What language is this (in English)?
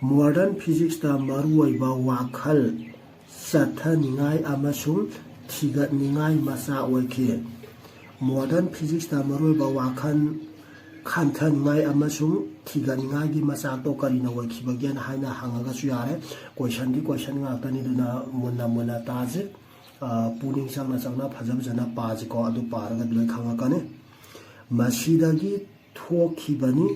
Manipuri